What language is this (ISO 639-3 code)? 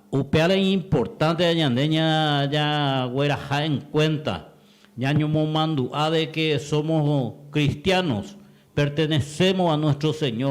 grn